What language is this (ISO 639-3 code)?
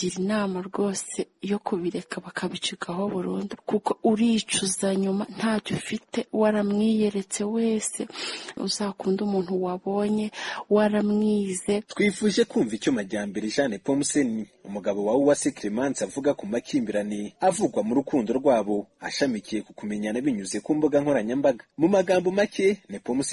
kin